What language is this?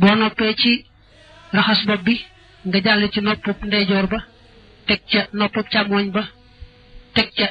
Wolof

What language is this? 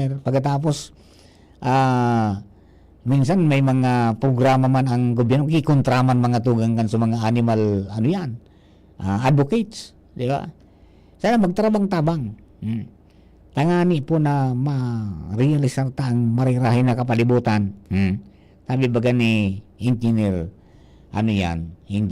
Bikol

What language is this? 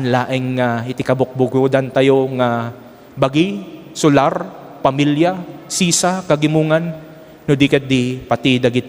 Iloko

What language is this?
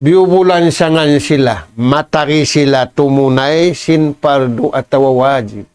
Tausug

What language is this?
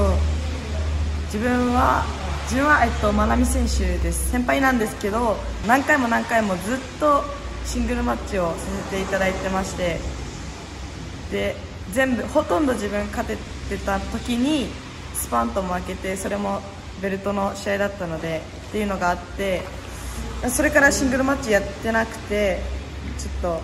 Japanese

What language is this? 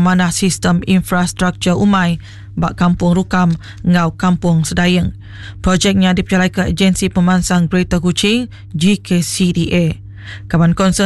Iban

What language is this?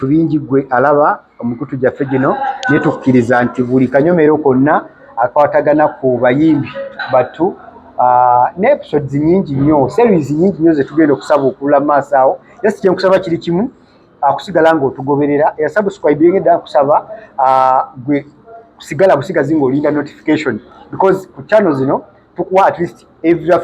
Ganda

